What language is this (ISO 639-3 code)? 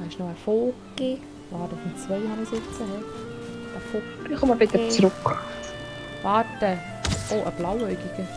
gsw